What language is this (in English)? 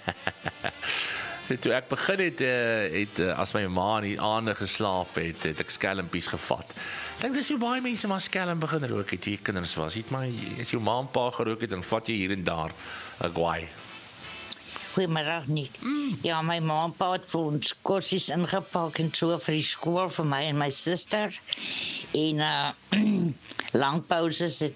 Afrikaans